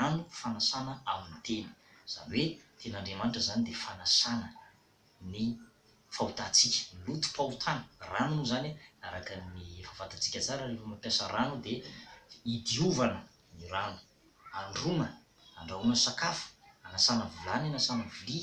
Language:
Malagasy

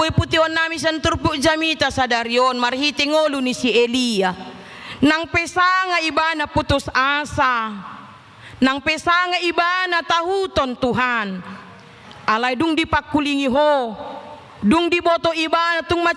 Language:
Batak Toba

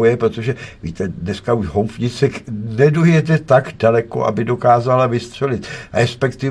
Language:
Czech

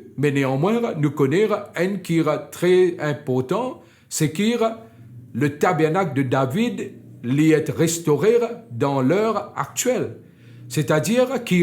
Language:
Morisyen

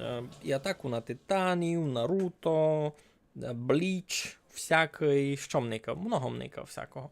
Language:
Rusyn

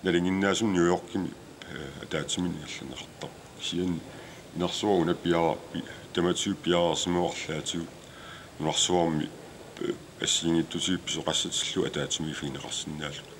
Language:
Kalaallisut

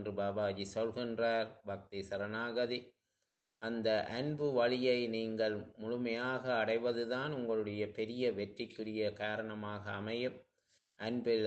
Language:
Tamil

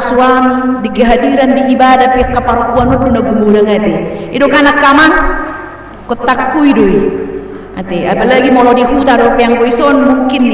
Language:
Batak Toba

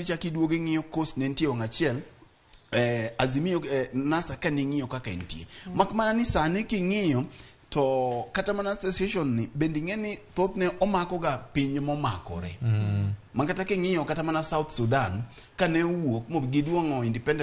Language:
Luo (Kenya and Tanzania)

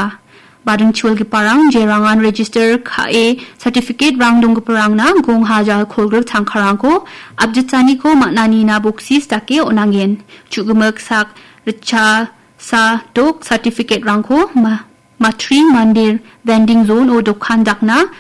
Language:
Garo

